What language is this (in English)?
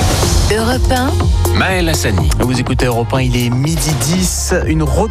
French